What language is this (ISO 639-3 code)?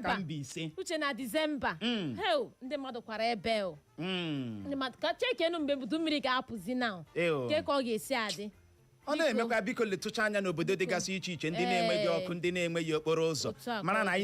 ibo